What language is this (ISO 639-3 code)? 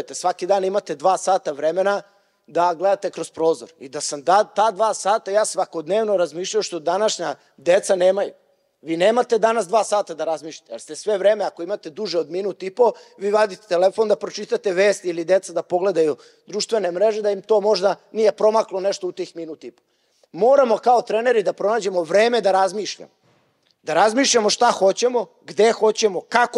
srp